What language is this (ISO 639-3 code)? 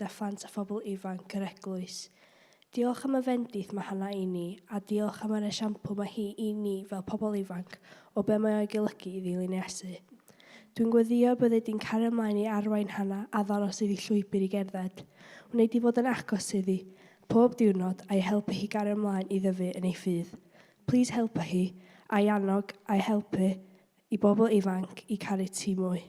cym